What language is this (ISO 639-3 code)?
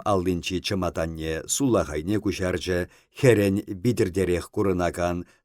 chv